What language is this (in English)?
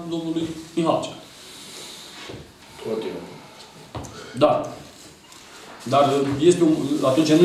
Romanian